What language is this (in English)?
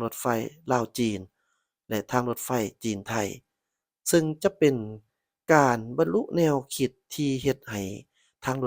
Lao